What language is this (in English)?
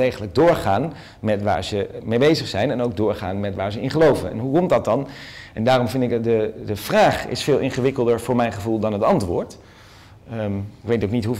Dutch